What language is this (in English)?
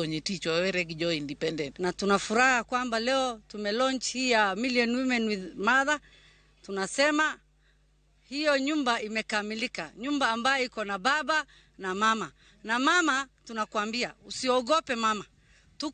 Luo (Kenya and Tanzania)